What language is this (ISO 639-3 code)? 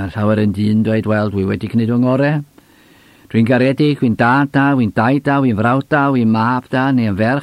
cym